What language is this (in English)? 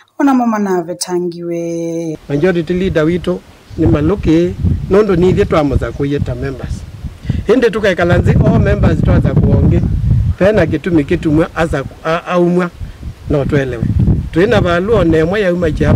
Kamba